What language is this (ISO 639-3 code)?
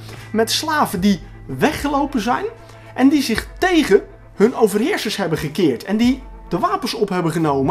nld